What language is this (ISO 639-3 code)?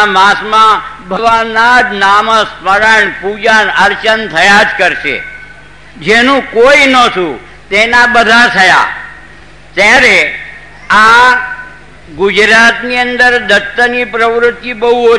guj